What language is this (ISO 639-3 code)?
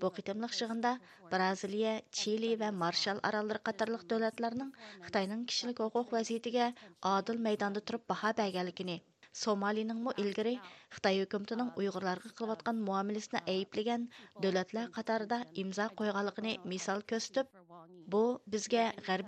uig